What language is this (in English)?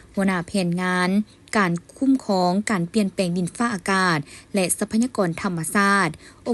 Lao